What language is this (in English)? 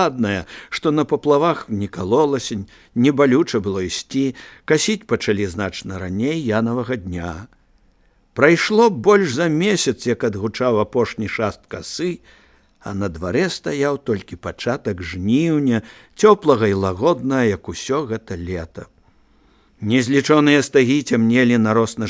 Belarusian